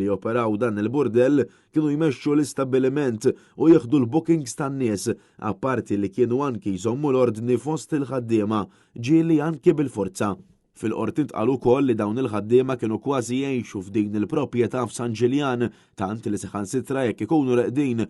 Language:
Maltese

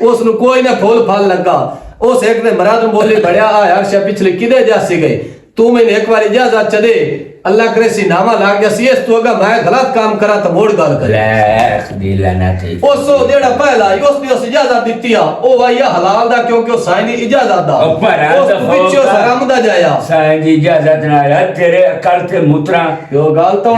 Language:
Western Panjabi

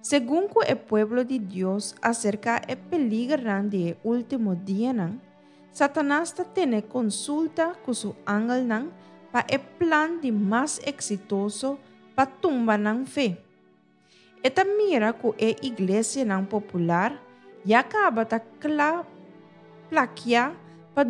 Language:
Papiamento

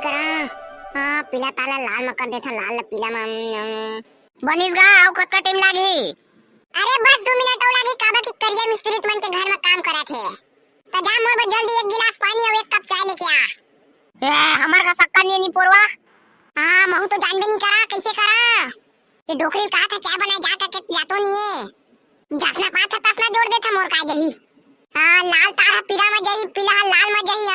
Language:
Chhattisgarhi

